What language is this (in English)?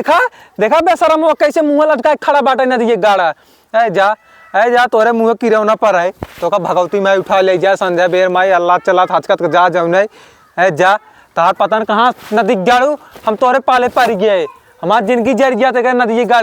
Awadhi